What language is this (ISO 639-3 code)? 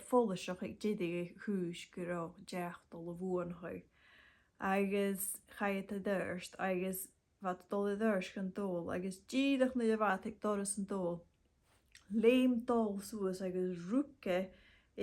gla